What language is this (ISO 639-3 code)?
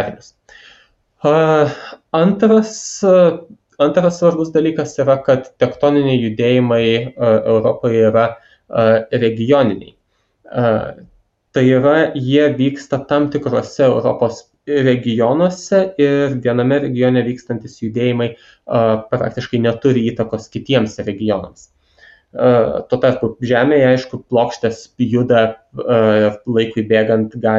lit